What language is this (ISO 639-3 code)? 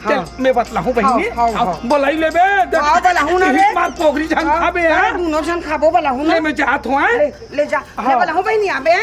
hne